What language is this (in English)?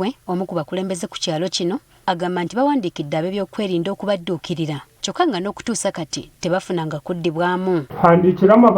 Ganda